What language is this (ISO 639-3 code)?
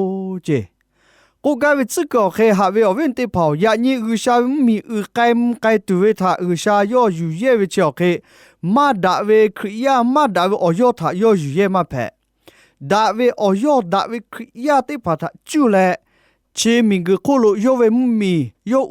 lhu